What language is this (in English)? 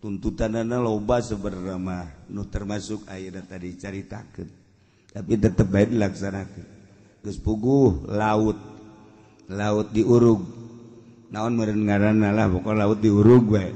Sundanese